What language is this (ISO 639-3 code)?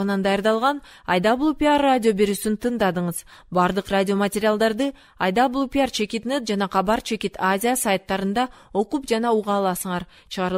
kir